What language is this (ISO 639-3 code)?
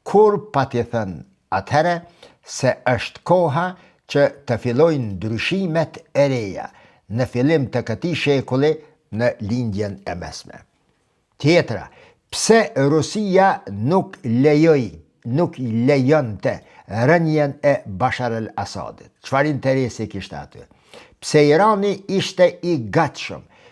sqi